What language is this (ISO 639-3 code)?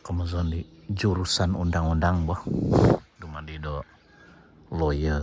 dtp